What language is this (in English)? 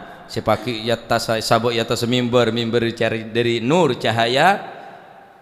Madurese